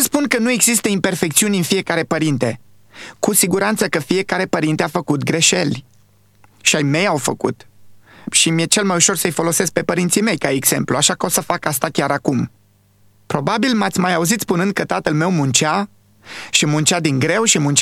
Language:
Romanian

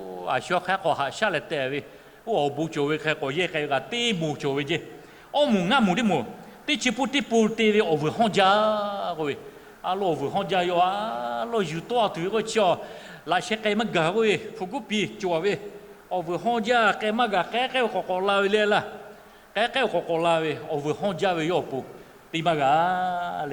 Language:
Lahu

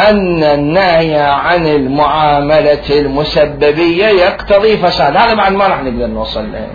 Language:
Mesopotamian Arabic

